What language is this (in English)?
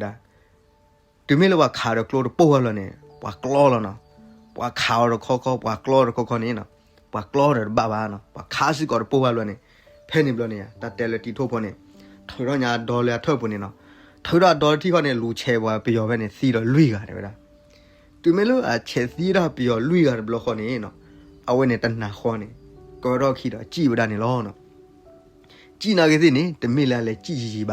S'gaw Karen